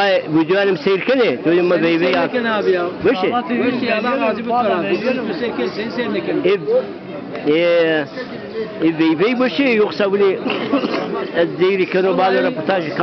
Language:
Zaza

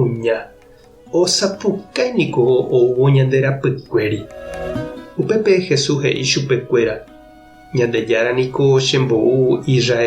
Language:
Guarani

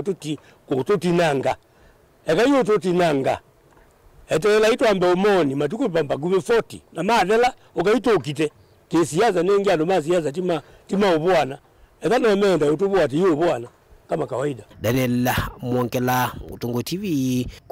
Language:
Kamba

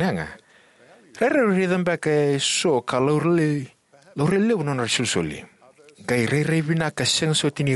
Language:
Fijian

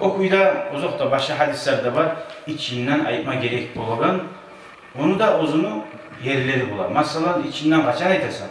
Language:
Kumyk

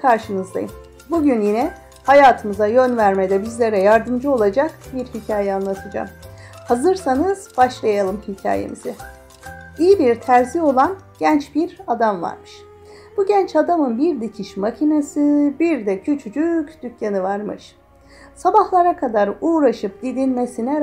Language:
Turkish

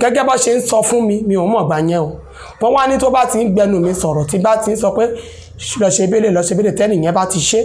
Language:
Yoruba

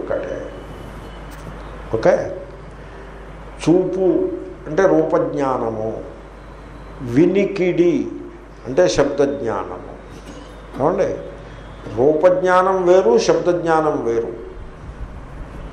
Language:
Telugu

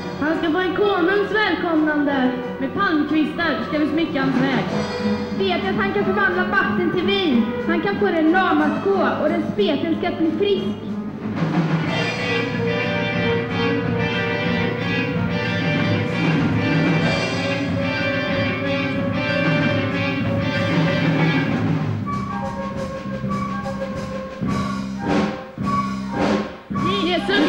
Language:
Swedish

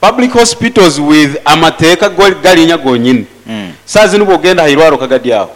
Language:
Nyoro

